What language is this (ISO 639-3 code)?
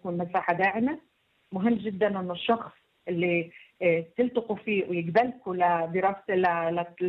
apc